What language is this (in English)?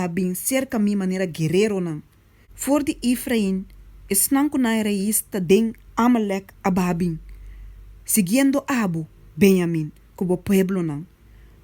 Papiamento